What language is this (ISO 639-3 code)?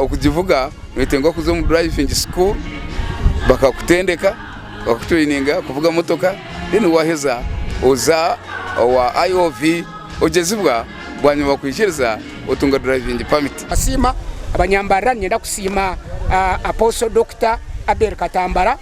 nyn